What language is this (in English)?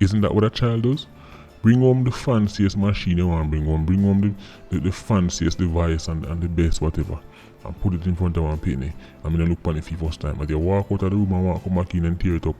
Jamaican Creole English